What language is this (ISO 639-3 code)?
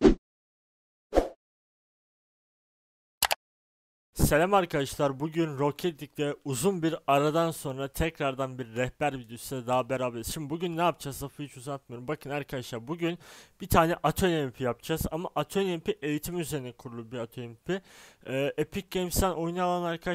tur